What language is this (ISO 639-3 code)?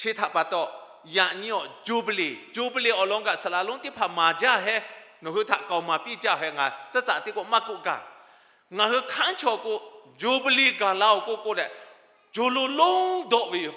lhu